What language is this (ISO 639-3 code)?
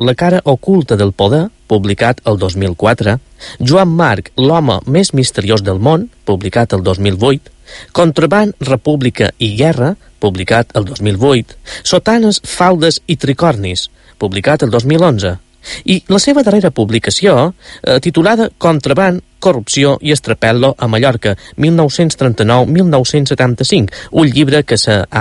cat